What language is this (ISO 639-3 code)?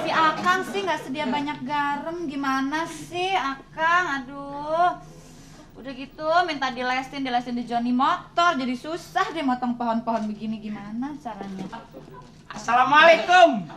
bew